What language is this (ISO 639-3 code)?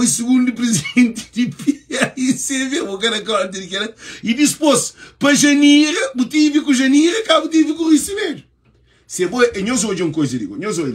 kea